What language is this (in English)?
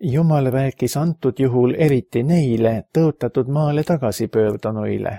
Estonian